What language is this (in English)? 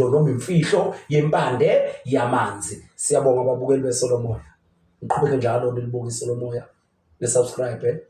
Zulu